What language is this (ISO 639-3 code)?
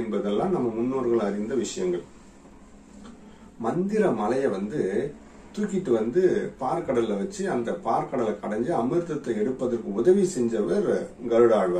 tam